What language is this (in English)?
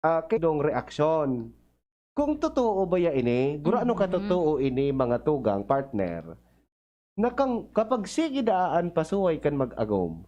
Bikol